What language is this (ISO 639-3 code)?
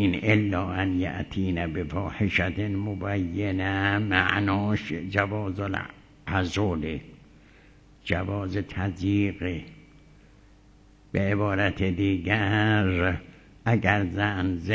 fas